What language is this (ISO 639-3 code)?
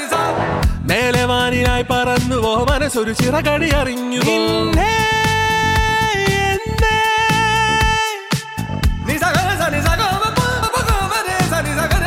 mal